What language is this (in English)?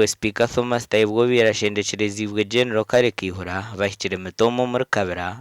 Nyankole